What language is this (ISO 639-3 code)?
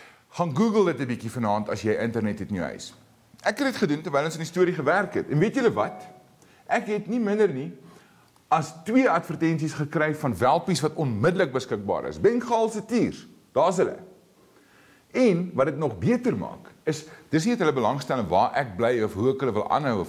afr